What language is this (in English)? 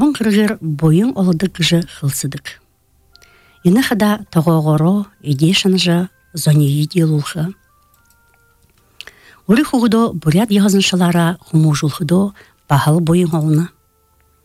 Buriat